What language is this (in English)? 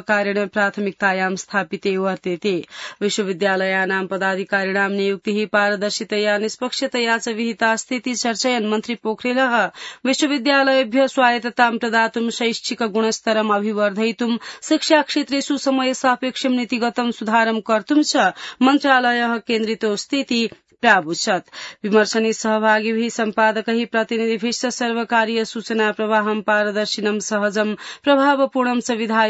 Sanskrit